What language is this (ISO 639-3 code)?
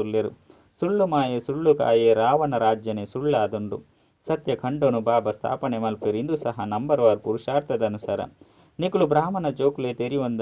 tcy